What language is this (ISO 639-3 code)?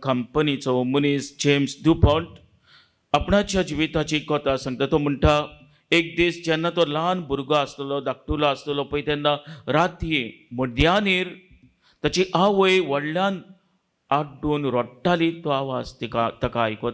kok